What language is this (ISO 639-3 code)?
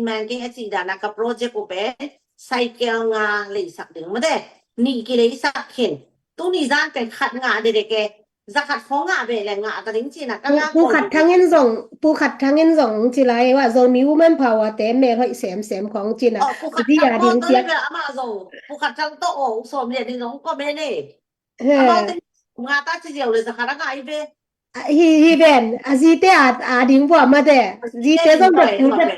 ctd